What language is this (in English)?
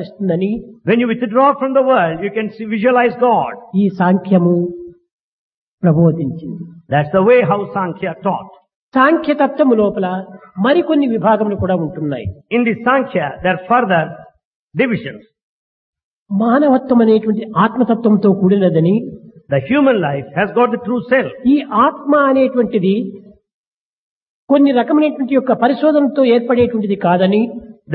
Telugu